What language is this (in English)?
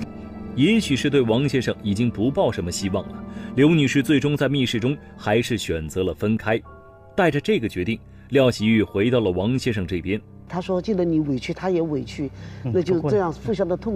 Chinese